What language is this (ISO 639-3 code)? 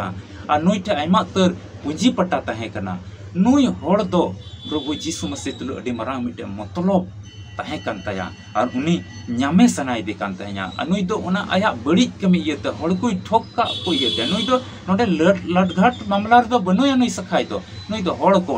sat